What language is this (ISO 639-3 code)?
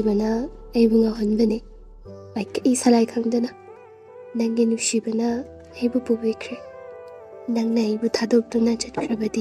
mni